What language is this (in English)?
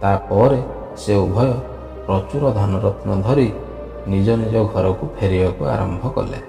Odia